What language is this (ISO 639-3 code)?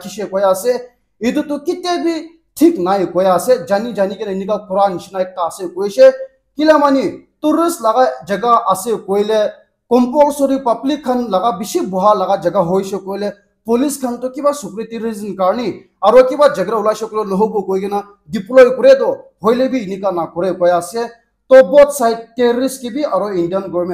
nag